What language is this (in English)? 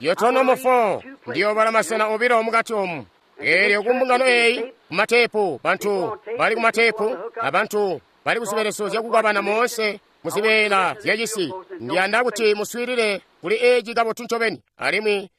Tonga (Zambia)